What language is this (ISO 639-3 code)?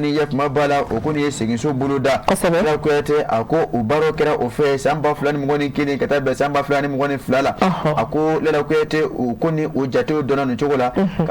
bam